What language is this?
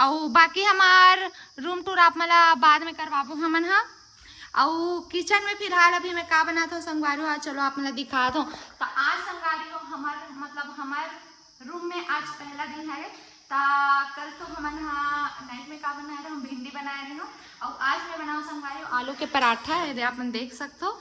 Chhattisgarhi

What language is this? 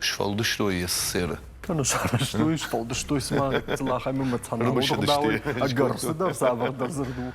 Ossetic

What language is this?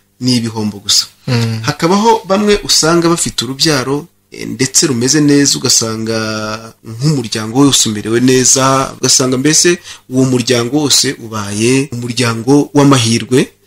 Kinyarwanda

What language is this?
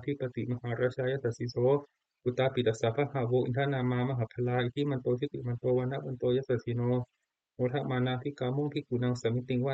Pali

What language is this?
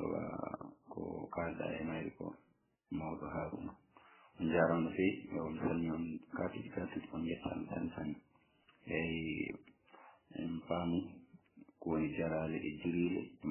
Fula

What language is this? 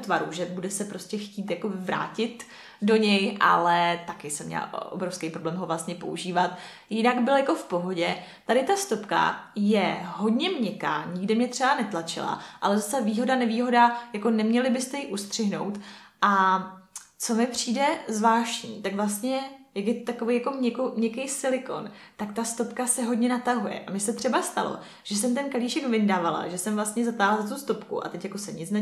Czech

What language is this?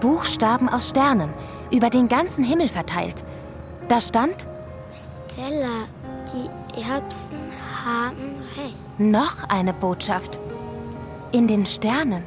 Swiss German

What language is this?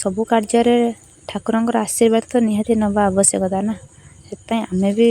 Odia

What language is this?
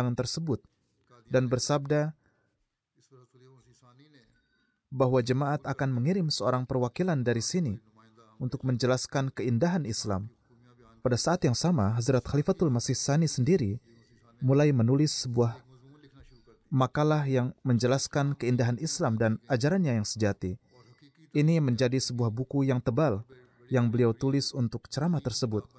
Indonesian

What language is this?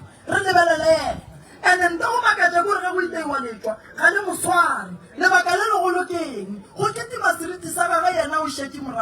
Northern Sotho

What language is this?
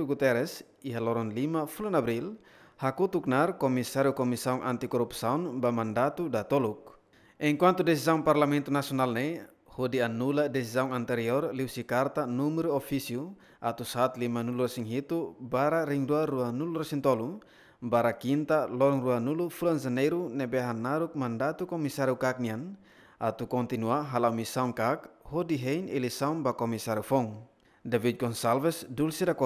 Tetum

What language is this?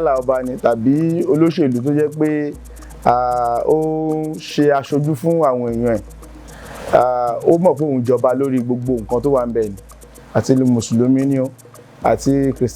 Yoruba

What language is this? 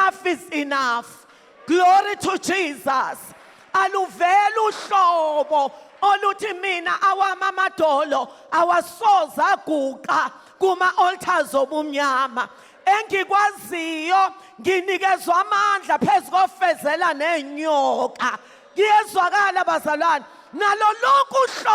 Zulu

